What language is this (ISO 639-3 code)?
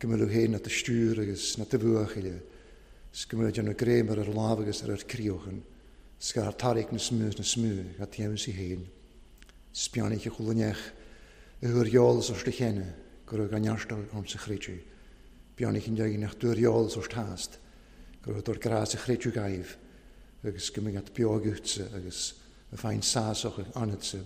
cym